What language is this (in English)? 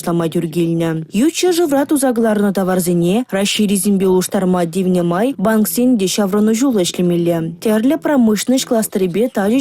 Chuvash